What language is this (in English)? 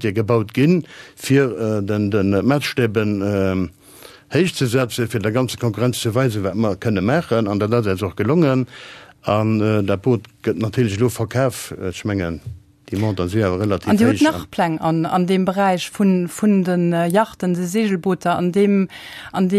Luxembourgish